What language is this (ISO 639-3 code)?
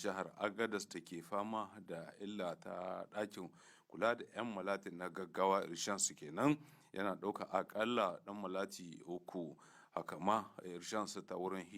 hau